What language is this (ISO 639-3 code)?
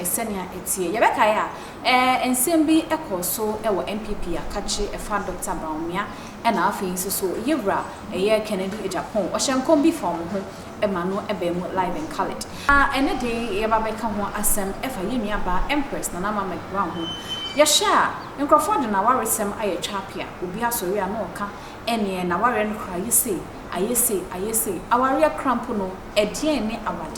aka